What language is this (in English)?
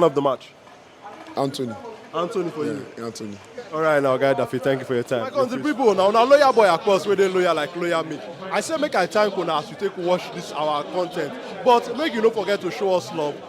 Nigerian Pidgin